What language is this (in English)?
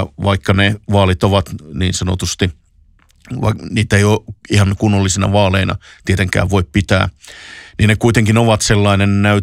Finnish